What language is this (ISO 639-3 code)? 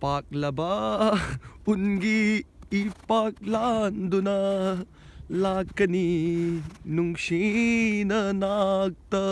mni